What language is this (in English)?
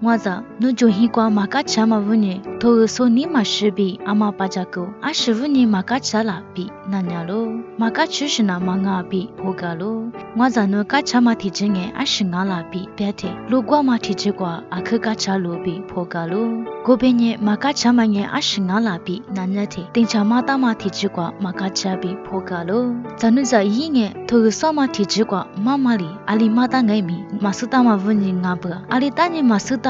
Lisu